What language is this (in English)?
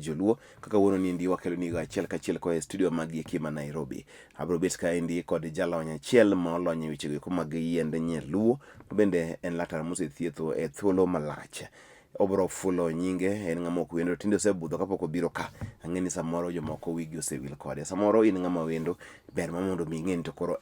Luo (Kenya and Tanzania)